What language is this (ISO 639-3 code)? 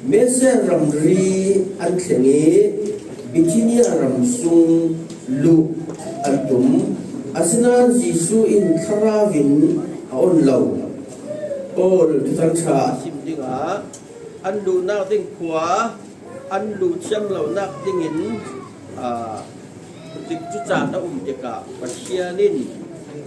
cfm